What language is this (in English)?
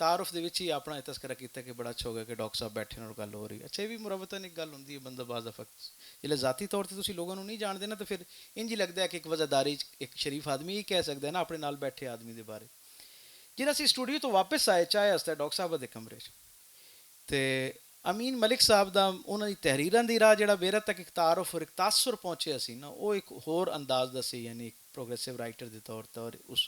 Western Panjabi